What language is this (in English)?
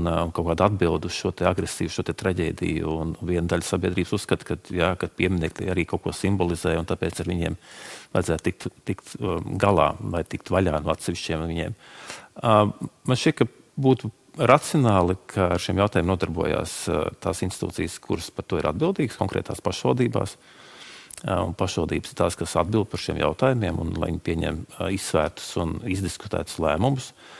Latvian